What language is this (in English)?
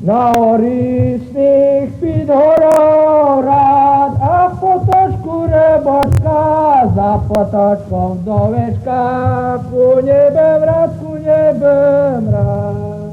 Rusyn